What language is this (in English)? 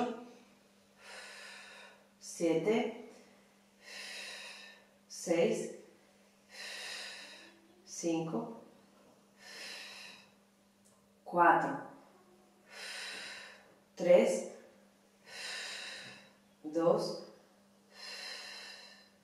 Italian